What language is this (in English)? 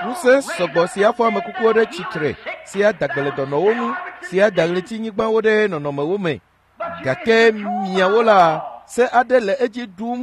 Ewe